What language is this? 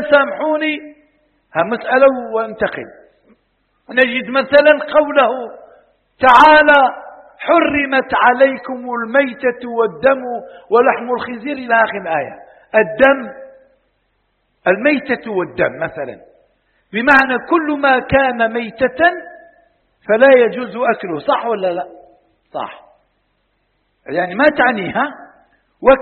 Arabic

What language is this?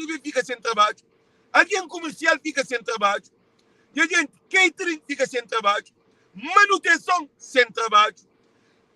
Kabuverdianu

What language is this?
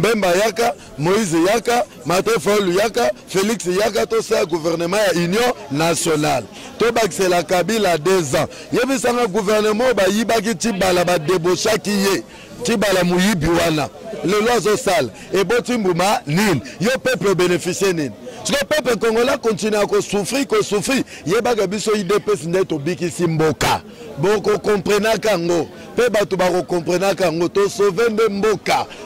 Lingala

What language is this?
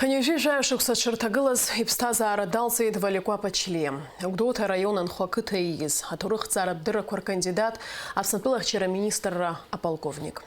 Abkhazian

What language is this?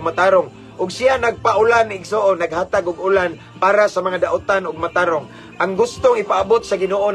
Cebuano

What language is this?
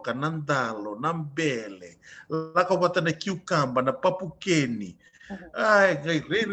Fijian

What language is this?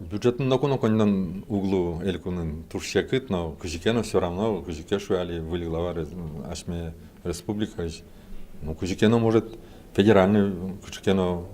Udmurt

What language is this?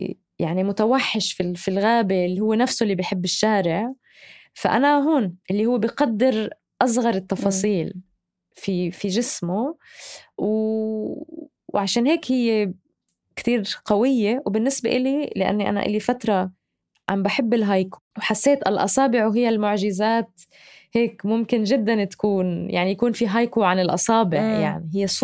North Levantine Arabic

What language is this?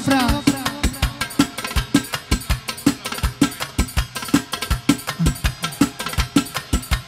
Romanian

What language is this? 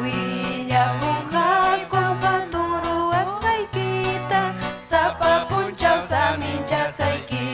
Ayacucho Quechua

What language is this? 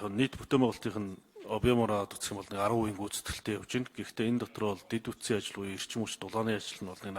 Mongolian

